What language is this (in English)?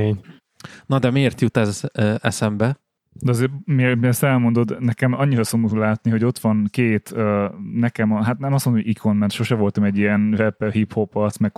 Hungarian